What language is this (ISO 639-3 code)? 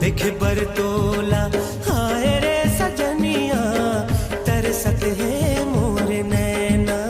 hne